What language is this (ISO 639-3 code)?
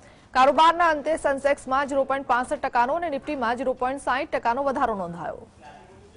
guj